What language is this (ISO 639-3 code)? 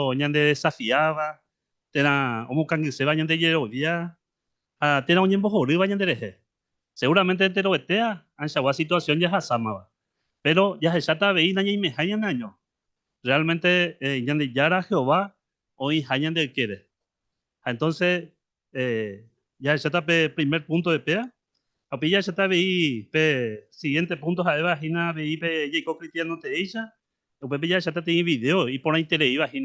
grn